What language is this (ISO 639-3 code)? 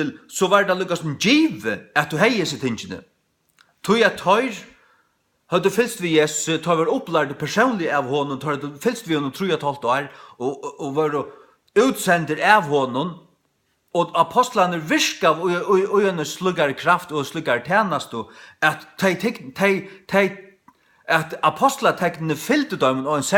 fao